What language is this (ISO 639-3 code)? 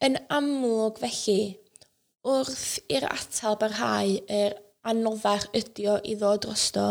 cym